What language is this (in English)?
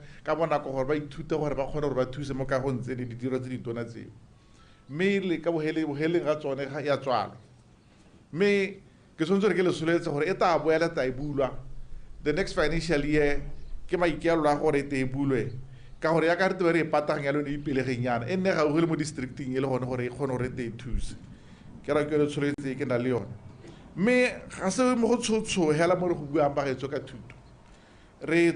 Tswana